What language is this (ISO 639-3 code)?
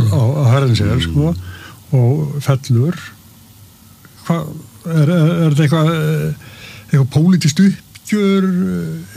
isl